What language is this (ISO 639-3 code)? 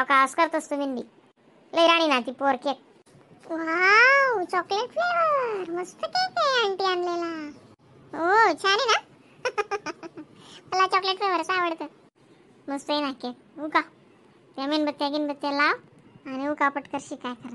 khn